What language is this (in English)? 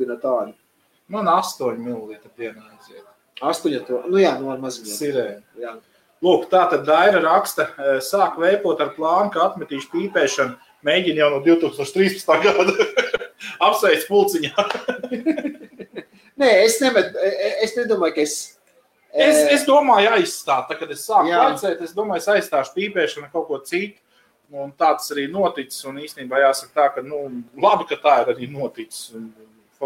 Latvian